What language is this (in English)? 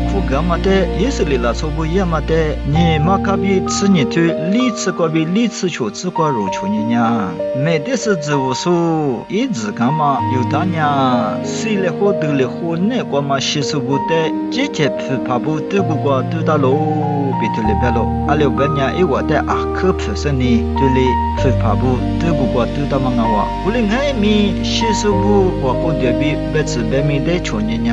Lisu